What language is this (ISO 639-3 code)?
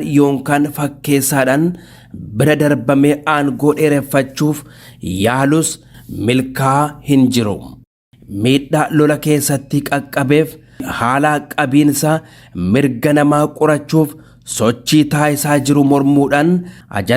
orm